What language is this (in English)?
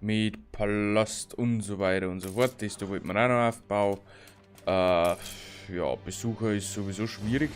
Bavarian